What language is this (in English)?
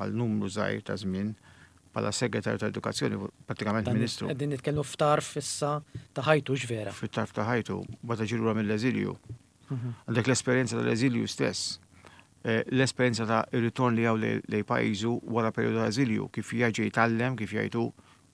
Maltese